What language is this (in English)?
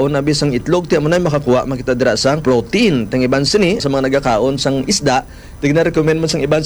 Hiligaynon